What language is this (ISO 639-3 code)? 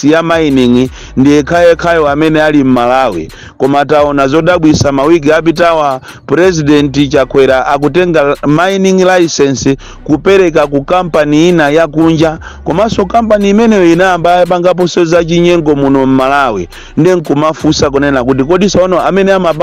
nya